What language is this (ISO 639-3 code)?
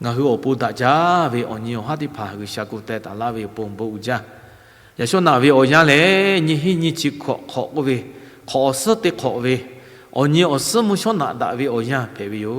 lhu